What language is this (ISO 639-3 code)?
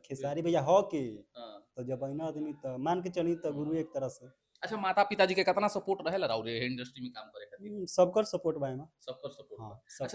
bho